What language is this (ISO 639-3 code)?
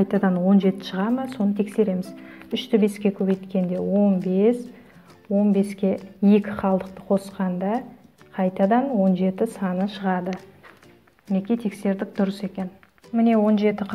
kaz